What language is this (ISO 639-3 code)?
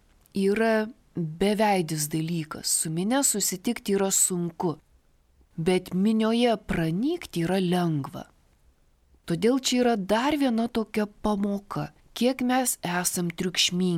lit